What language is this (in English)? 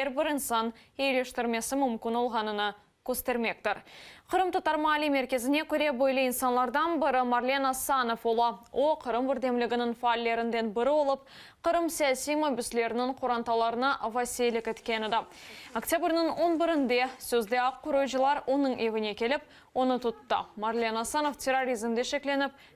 Crimean Tatar